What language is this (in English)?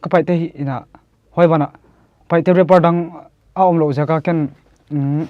Paite Chin